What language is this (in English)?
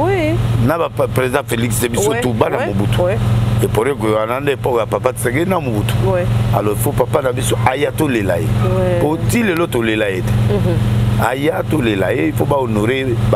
Lingala